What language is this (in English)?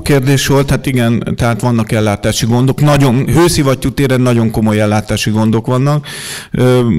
Hungarian